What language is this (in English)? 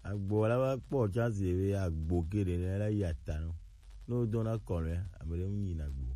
Gen